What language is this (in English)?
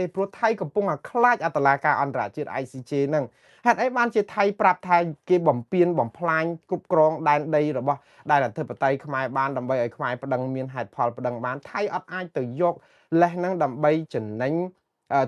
Khmer